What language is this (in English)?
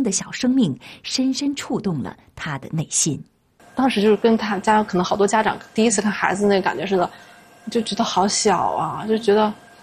Chinese